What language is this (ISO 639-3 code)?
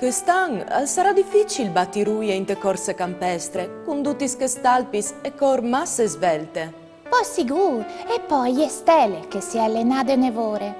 fur